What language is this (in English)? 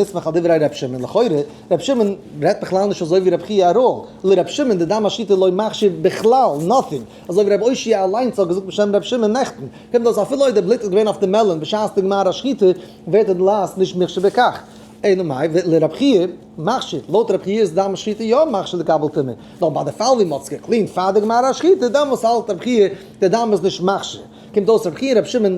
Yiddish